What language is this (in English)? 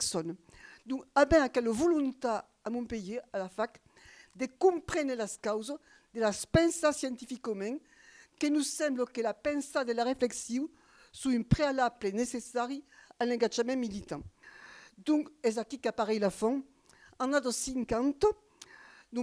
Occitan